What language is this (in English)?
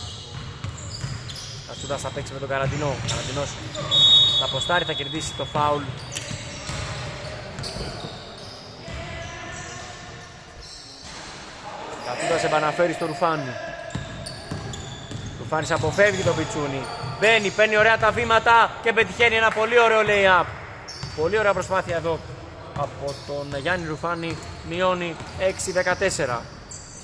Greek